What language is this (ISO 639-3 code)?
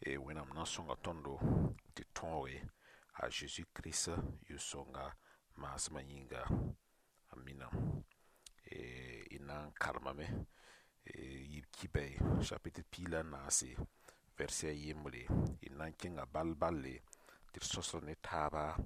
mos